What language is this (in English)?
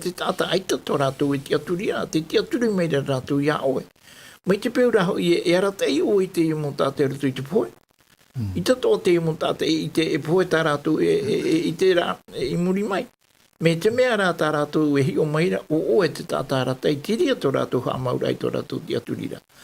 Tahitian